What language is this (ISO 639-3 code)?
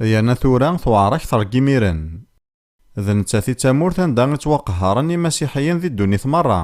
kab